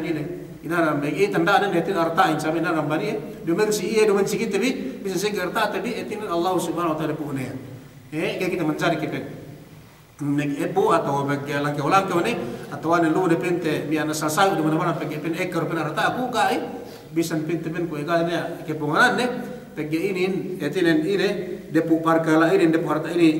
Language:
Yakan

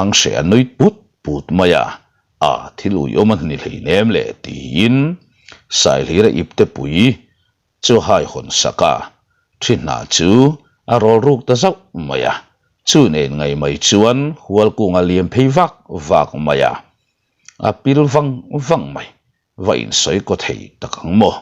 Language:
Mizo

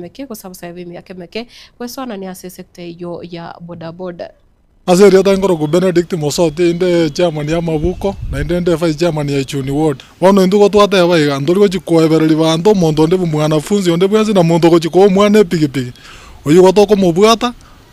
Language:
Gusii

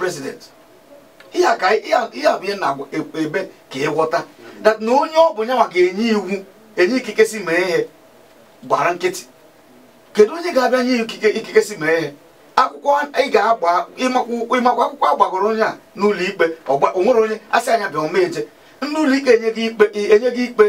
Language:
Igbo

